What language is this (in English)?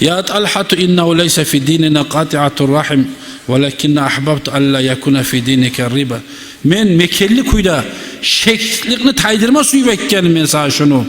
Kumyk